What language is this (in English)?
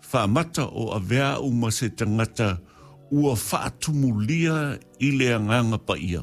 Samoan